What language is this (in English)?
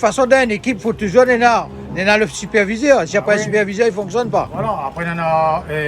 Réunion Creole French